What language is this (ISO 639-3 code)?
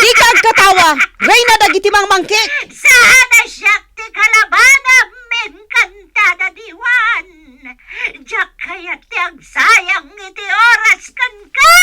ilo